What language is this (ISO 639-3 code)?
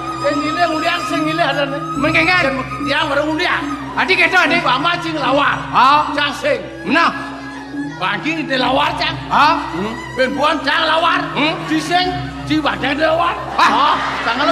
ban